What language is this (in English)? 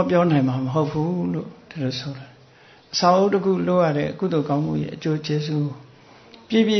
Burmese